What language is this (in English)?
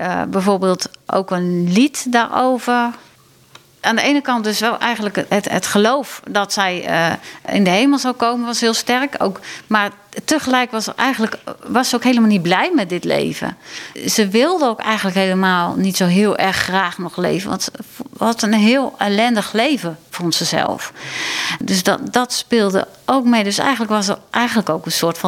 Dutch